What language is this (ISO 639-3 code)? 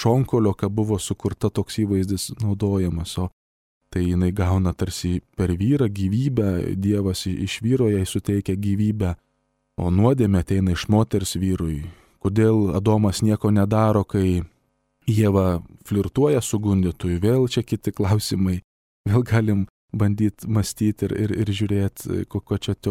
lit